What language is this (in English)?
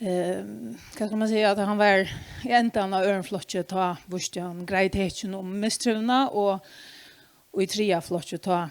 Faroese